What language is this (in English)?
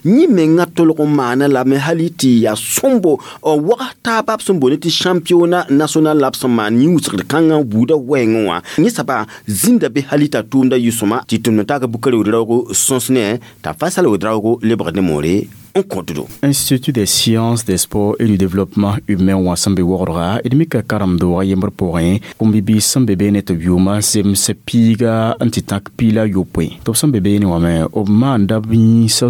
Mossi